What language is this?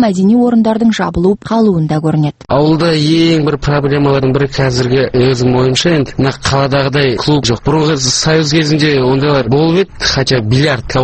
Kazakh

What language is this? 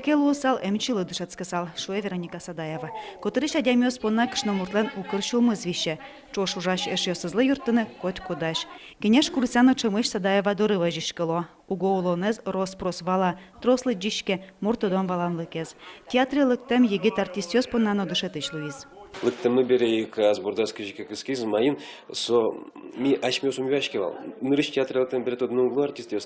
Udmurt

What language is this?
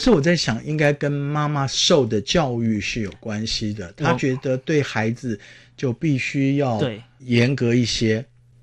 Chinese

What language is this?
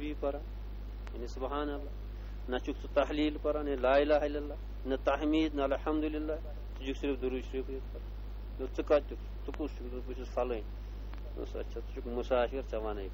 Kashmiri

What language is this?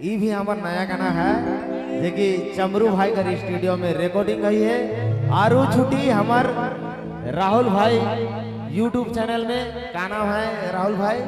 Sadri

